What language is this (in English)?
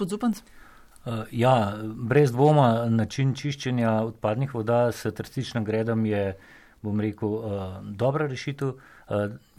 Slovenian